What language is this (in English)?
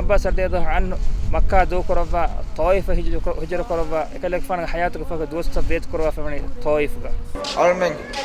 Divehi